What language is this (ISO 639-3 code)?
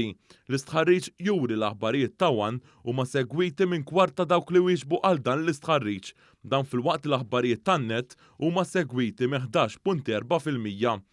mlt